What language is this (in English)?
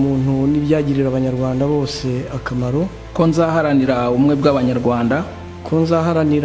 Kinyarwanda